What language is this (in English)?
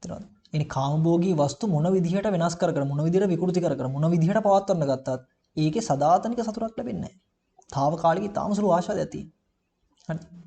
Sinhala